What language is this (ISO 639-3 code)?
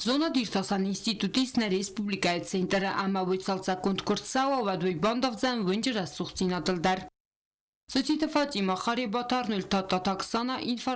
oss